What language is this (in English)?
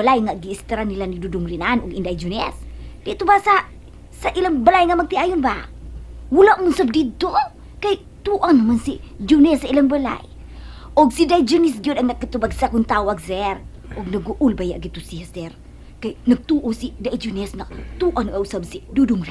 Cebuano